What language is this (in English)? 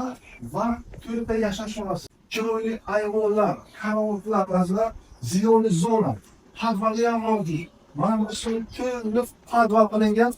Uzbek